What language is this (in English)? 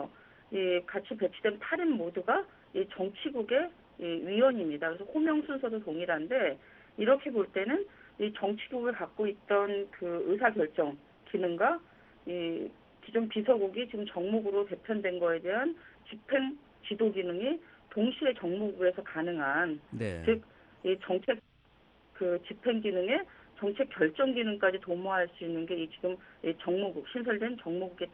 Korean